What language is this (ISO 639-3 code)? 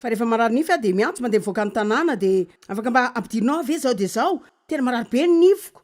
mlg